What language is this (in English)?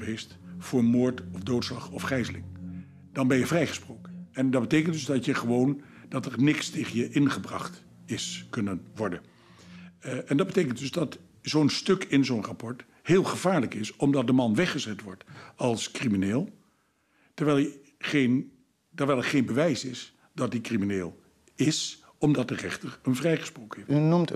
Dutch